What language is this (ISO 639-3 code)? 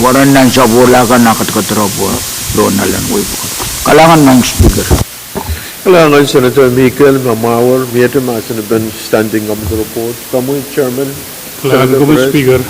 pon